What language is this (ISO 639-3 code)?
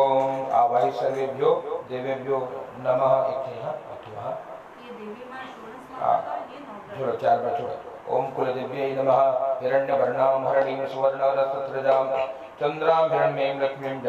hin